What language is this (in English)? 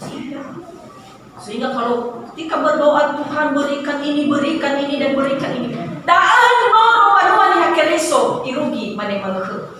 Nias